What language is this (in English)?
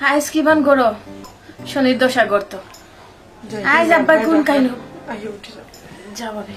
Sylheti